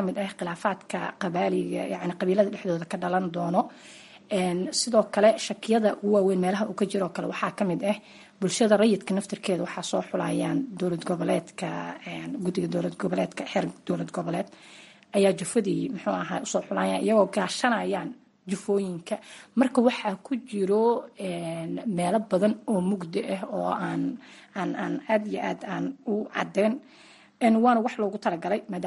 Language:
Somali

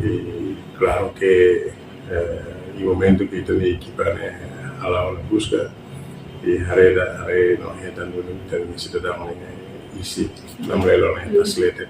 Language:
Tetum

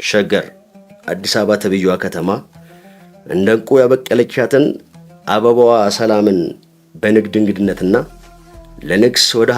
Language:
Amharic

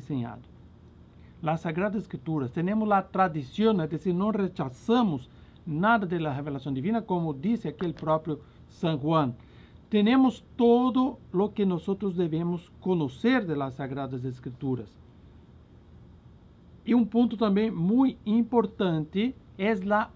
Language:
Portuguese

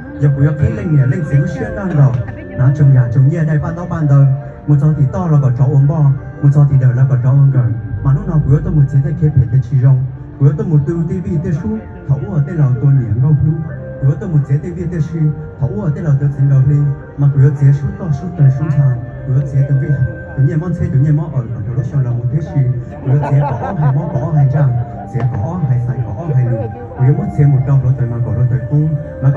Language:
Hmong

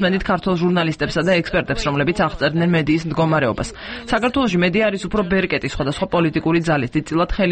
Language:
Georgian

